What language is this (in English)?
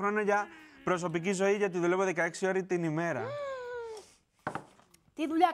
Greek